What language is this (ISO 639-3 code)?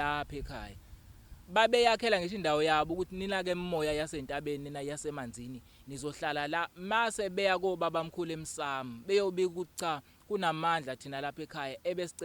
zul